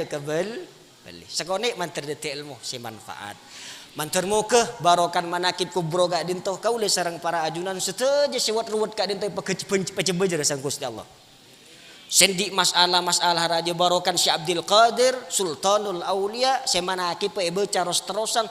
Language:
Madurese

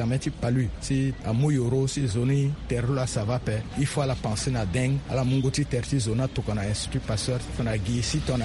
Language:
Sango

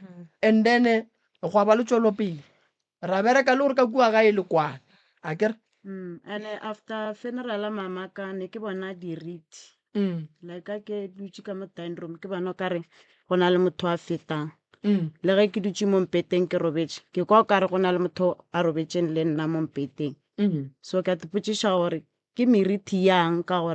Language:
Northern Sotho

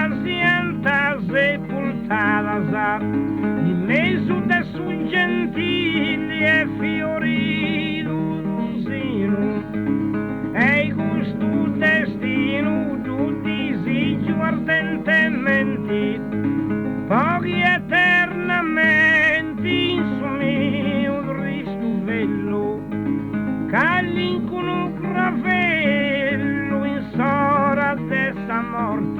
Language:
Sardinian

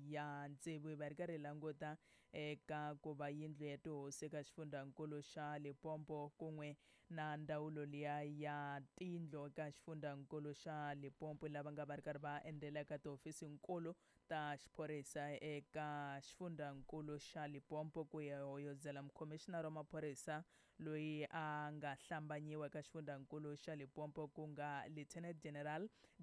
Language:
Tsonga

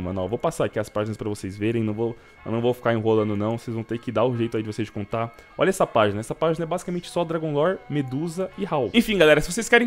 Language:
Portuguese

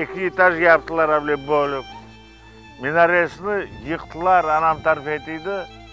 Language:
Crimean Tatar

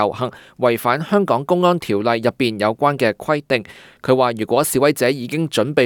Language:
Cantonese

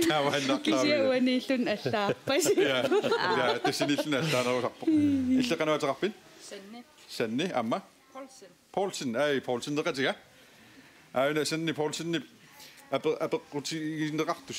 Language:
Kalaallisut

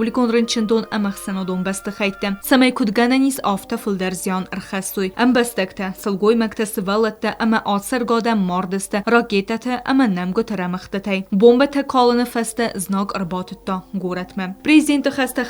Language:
Ossetic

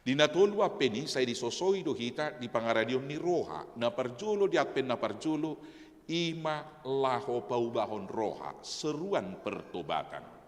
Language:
Batak Toba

